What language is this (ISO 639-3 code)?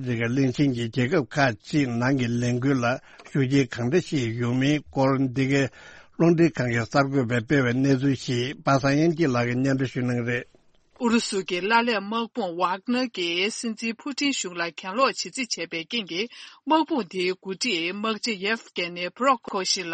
bod